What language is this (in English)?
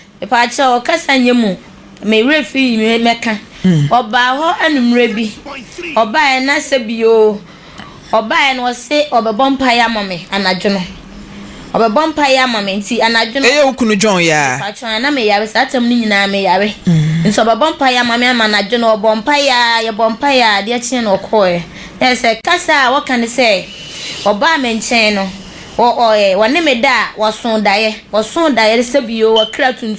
Akan